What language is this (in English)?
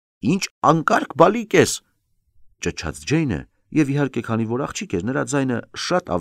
Armenian